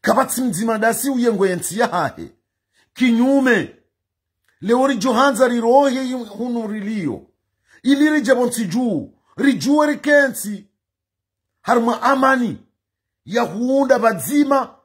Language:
Ngazidja Comorian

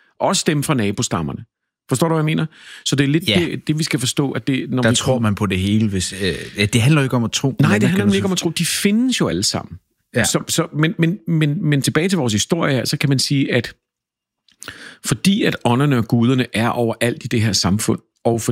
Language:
Danish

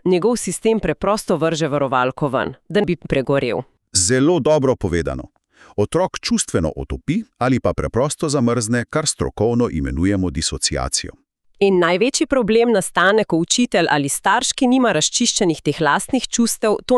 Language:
Slovenian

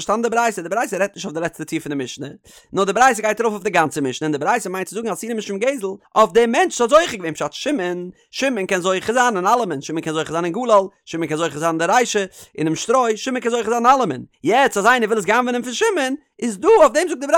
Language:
Yiddish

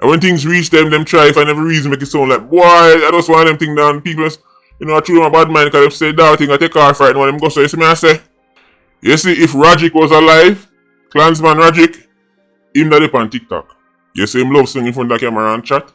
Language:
Jamaican Creole English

